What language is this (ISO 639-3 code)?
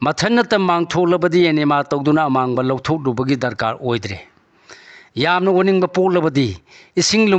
mni